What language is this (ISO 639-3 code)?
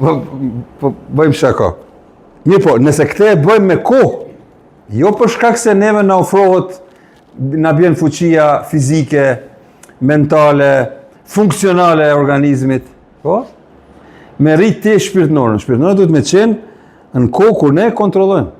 sqi